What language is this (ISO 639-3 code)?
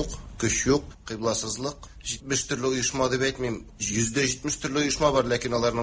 tat